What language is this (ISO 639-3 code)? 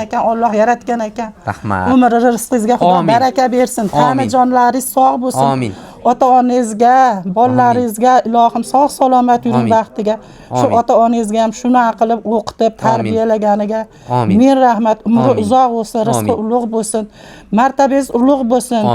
uzb